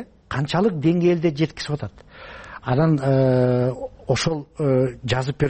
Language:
Kyrgyz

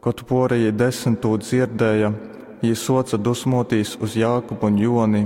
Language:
Latgalian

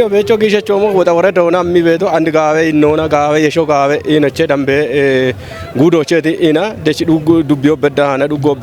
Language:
Kafa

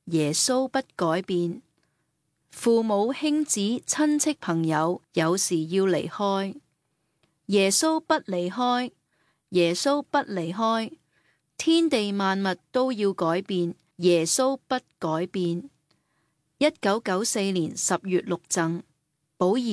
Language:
Cantonese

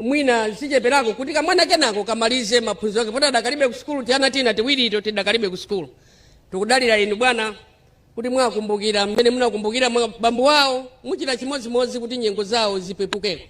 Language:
Nyanja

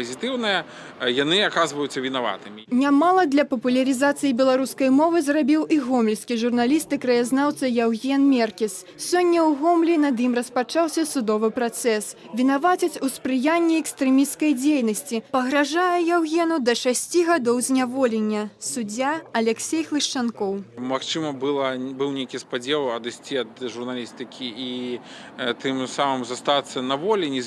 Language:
Belarusian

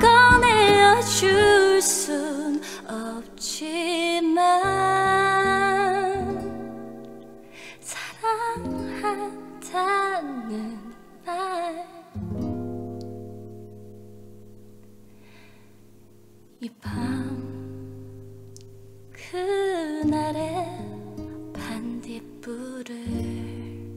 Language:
Korean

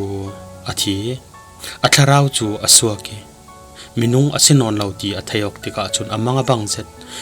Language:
Falam Chin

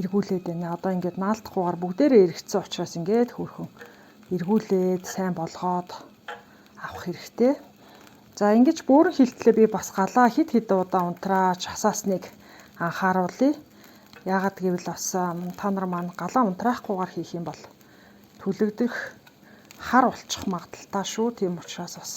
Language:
Mongolian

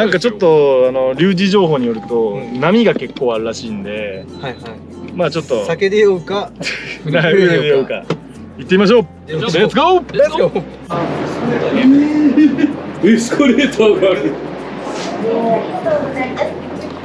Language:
Japanese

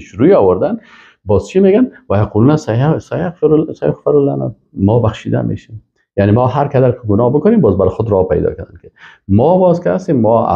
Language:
Persian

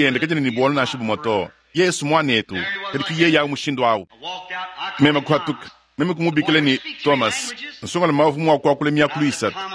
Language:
Luba-Lulua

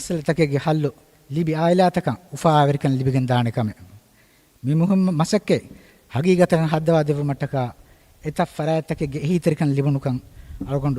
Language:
Divehi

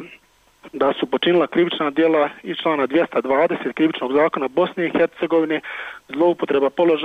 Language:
Bosnian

